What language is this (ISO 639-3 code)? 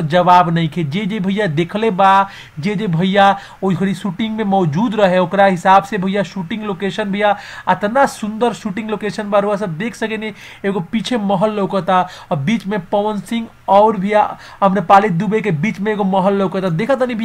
bho